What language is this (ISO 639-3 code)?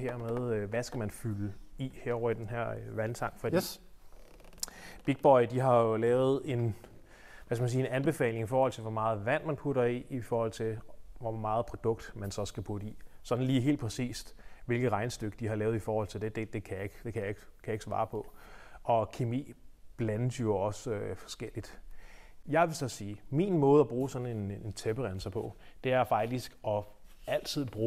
dan